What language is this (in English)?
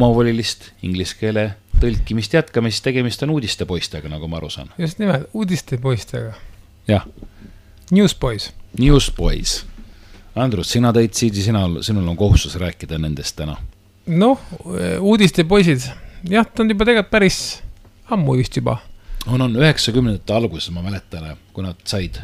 Estonian